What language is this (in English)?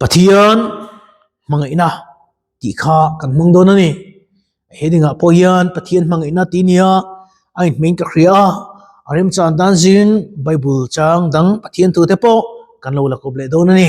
Mizo